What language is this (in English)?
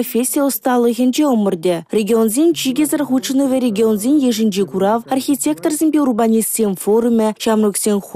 Chuvash